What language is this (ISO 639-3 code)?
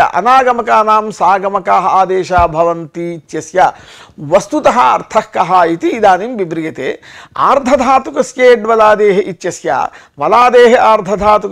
san